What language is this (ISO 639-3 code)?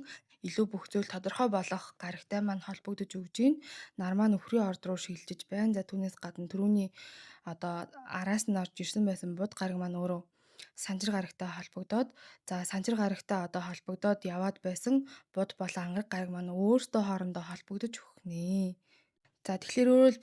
mon